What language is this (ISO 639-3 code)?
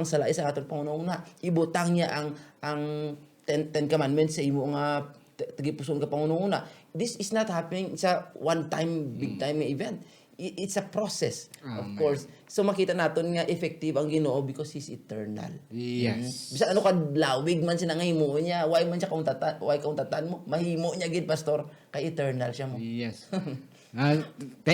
hil